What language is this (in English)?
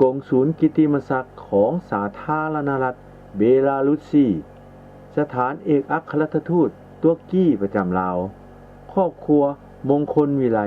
Lao